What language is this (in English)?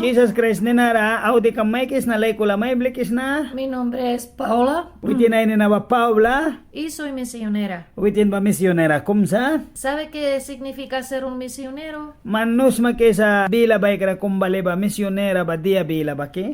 Mískito